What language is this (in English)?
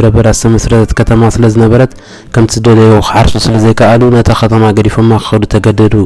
Tigrinya